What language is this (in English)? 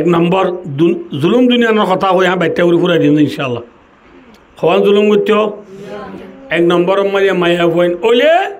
Rohingya